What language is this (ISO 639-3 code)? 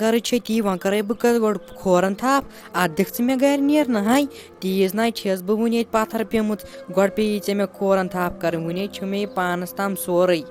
kas